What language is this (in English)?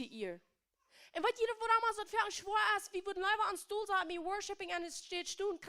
Plautdietsch